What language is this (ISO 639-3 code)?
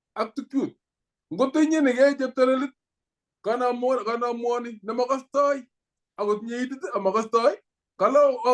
kln